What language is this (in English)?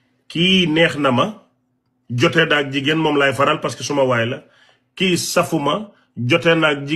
Wolof